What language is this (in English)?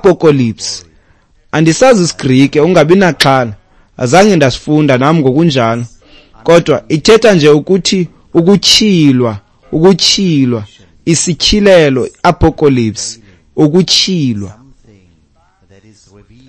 Xhosa